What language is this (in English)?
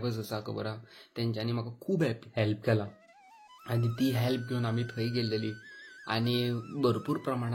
Konkani